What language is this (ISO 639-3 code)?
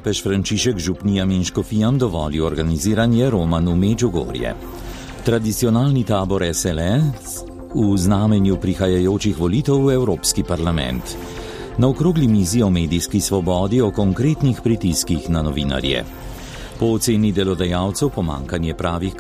slv